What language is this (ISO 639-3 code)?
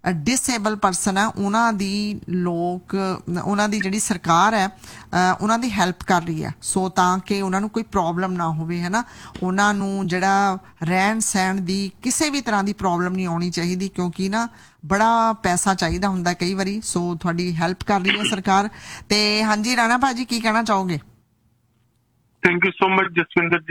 pan